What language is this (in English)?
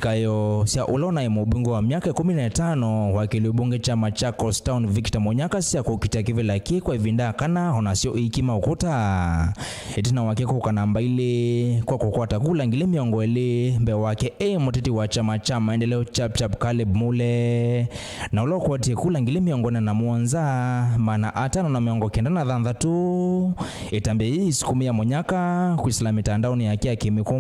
Kamba